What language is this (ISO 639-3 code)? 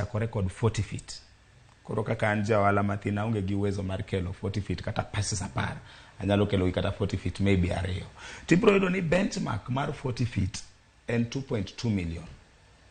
luo